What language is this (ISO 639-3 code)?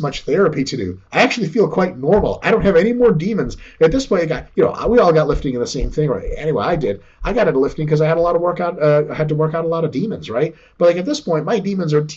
eng